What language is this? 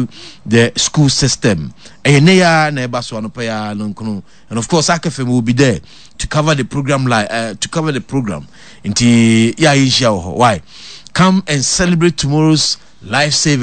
Akan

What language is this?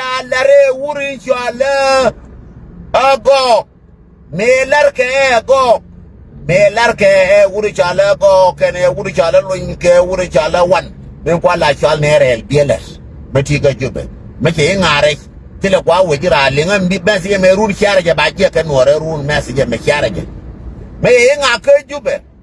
Nuer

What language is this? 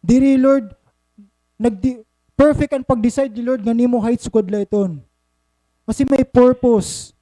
Waray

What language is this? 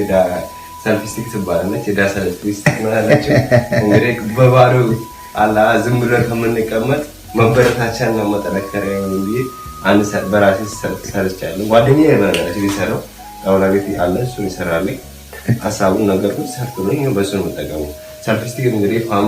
Amharic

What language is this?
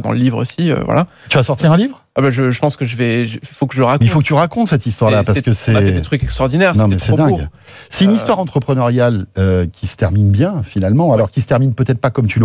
French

